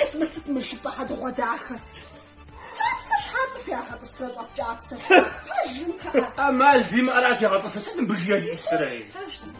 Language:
Kabardian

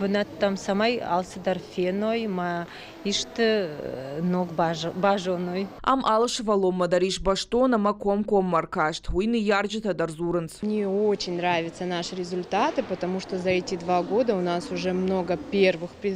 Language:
Ossetic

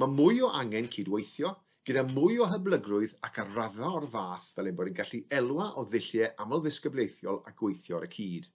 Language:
Welsh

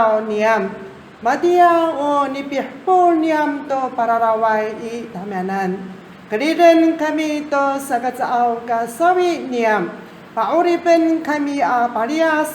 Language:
Amis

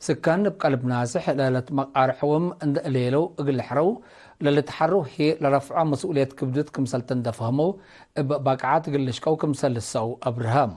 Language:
Tigre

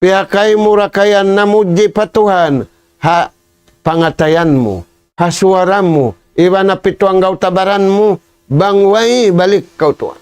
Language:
Tausug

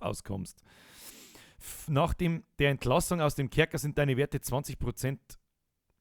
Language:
Bavarian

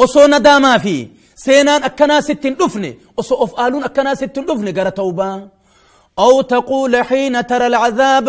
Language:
Oromo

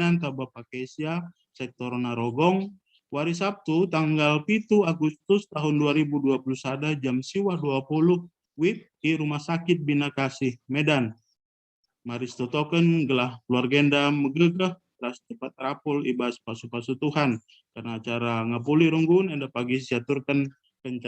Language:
Batak Karo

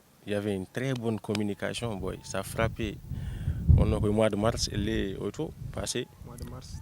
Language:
Fula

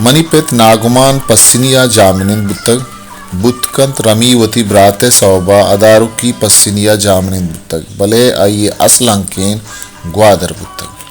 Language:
Baluchi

